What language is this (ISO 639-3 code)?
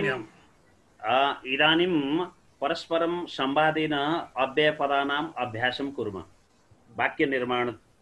san